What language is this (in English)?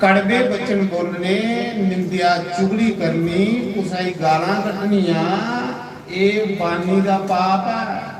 Dogri